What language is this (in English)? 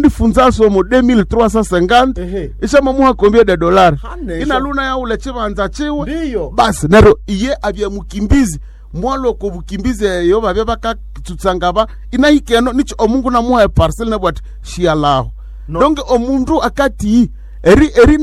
Nande